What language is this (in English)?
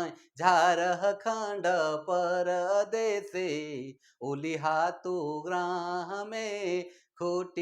Sadri